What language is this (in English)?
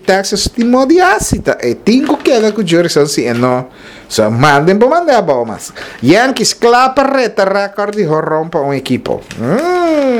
Papiamento